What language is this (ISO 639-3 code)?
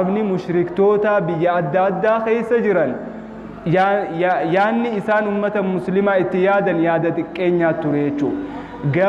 orm